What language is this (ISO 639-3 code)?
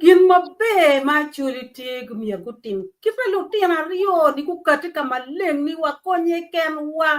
ach